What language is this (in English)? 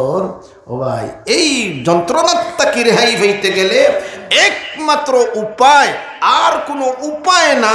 Sylheti